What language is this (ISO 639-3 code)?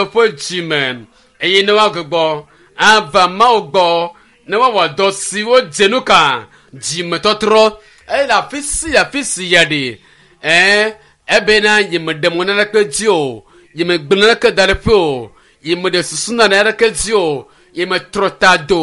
ewe